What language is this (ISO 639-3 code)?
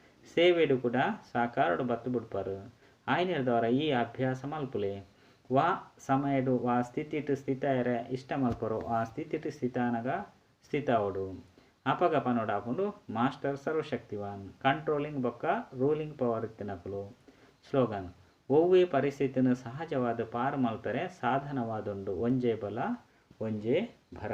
tcy